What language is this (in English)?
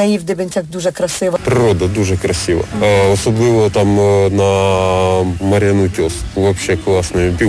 Ukrainian